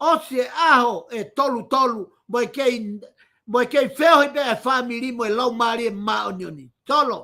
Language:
Tongan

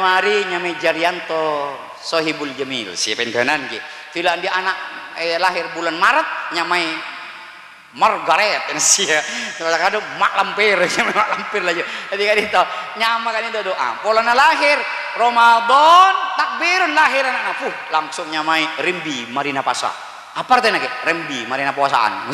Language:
Madurese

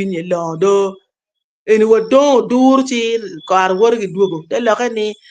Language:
Acoli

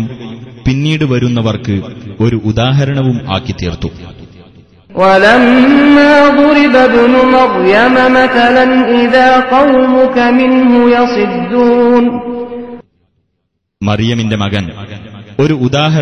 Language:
Malayalam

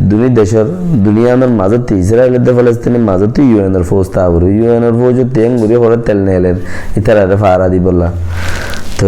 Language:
Rohingya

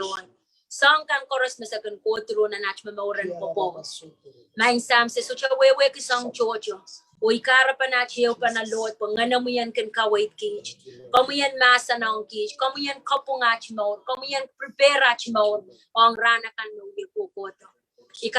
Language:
Pohnpeian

